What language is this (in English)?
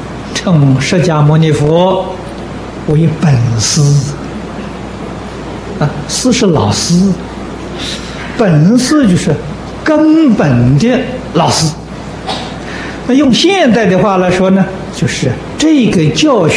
Chinese